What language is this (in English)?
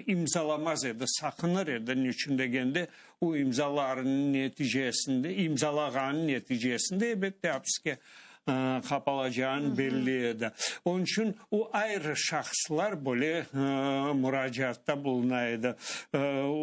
Crimean Tatar